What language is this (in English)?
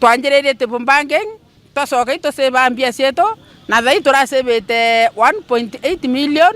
Meru